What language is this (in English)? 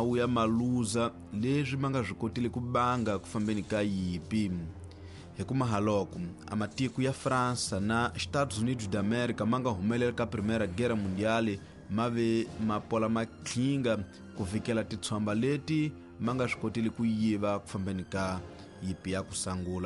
Tsonga